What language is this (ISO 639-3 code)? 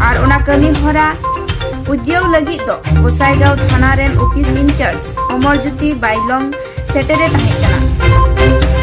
sat